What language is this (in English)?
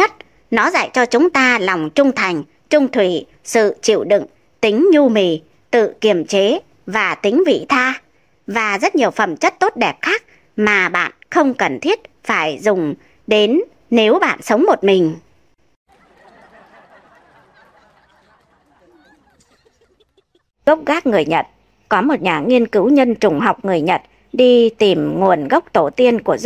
Vietnamese